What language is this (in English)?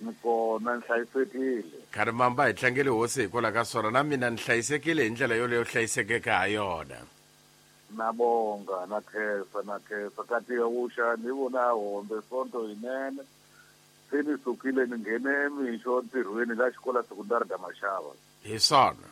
Tsonga